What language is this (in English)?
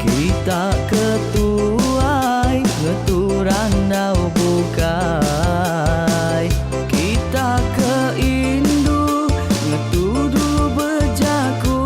Iban